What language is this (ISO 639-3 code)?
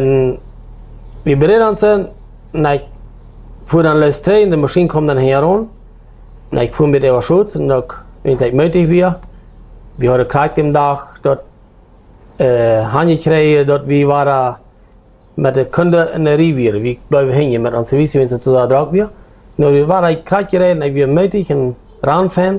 pdt